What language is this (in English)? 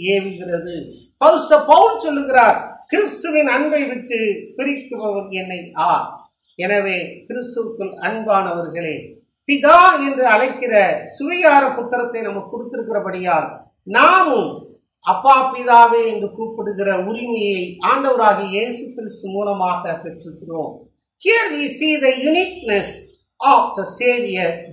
Tamil